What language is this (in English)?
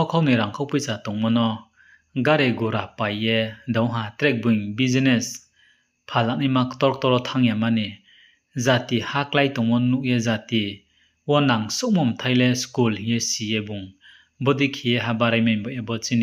Riang (India)